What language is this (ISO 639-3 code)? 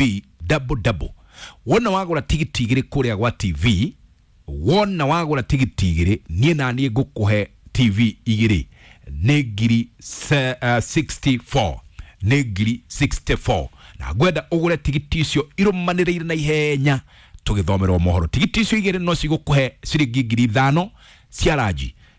kik